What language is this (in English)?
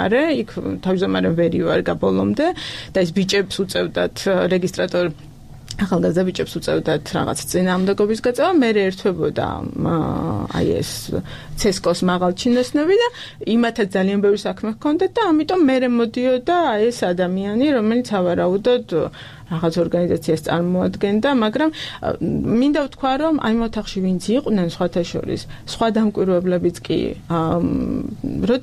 Georgian